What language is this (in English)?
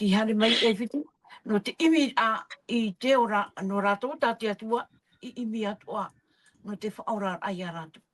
Tahitian